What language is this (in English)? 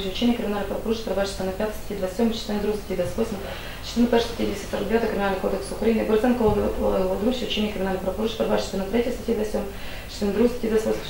Ukrainian